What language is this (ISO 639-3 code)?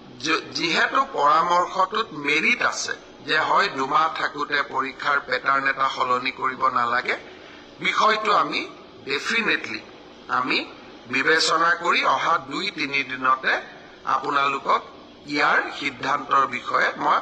asm